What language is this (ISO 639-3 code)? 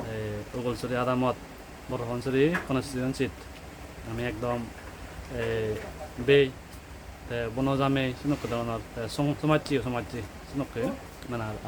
ccp